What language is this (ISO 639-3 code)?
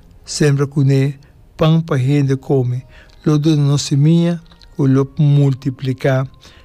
pap